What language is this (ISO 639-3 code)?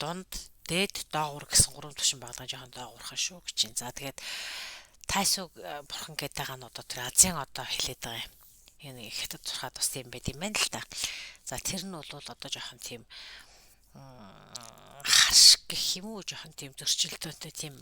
mon